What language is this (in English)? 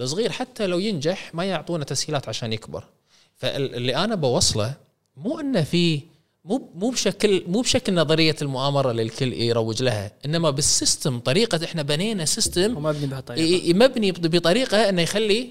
Gulf Arabic